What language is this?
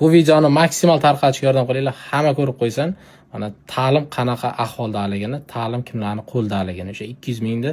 Uzbek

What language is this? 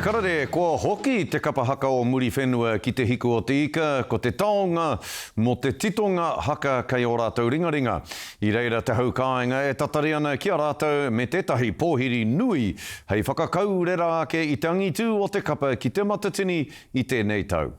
Māori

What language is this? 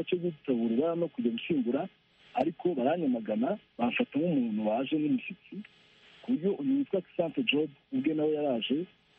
Kinyarwanda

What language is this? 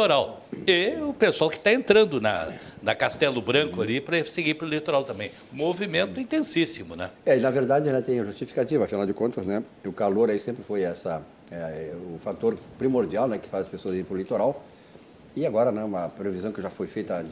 Portuguese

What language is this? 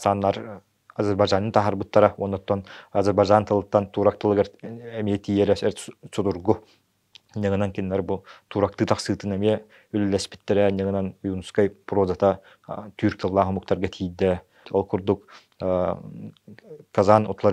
Yakut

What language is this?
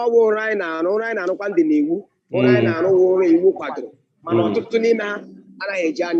Igbo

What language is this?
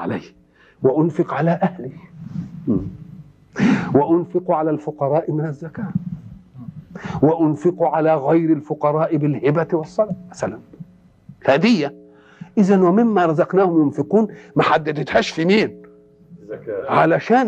Egyptian Arabic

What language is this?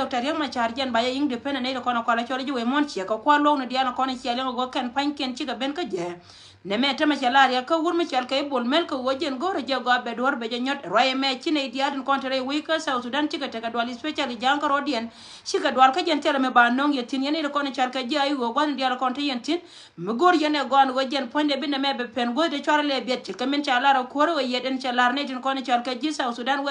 Nuer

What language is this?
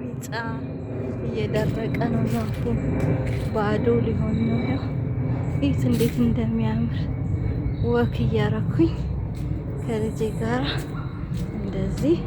Amharic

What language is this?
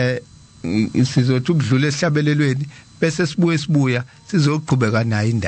Zulu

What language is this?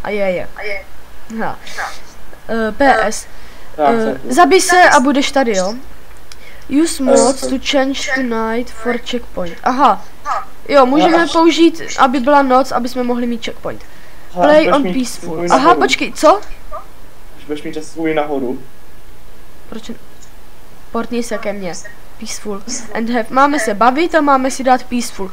Czech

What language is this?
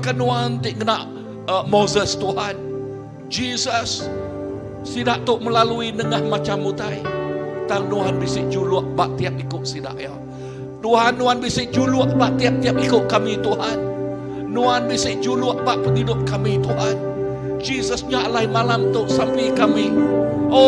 Iban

